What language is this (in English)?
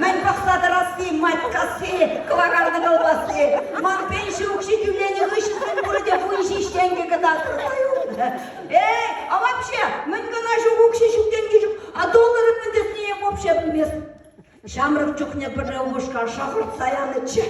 Chuvash